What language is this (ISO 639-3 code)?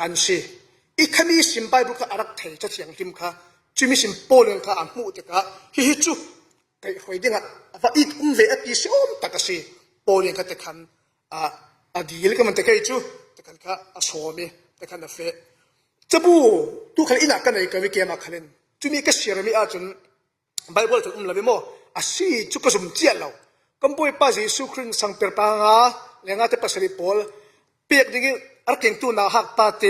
cfm